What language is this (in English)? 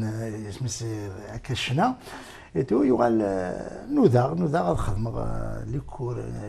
Kabyle